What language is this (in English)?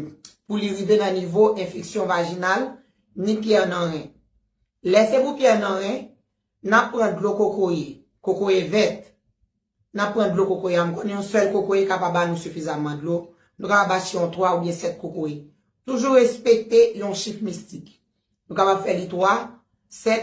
Haitian Creole